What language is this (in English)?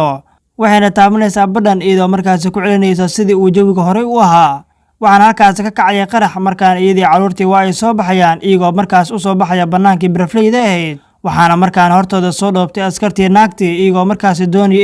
Somali